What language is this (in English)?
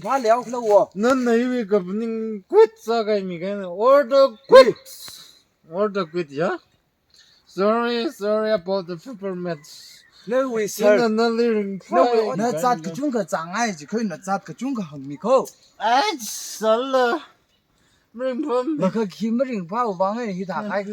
Tangkhul Naga (India)